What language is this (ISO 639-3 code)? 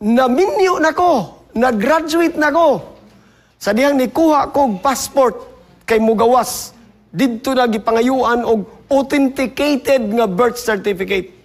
ceb